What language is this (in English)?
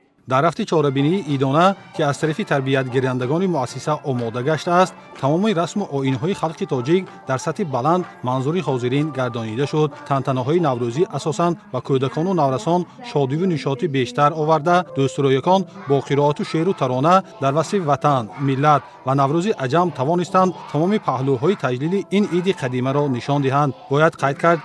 Tajik